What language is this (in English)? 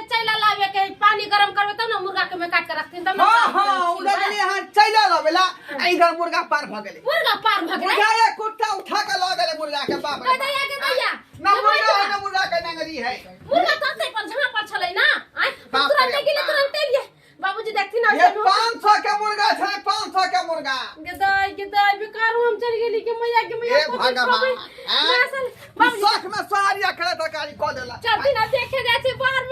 Maithili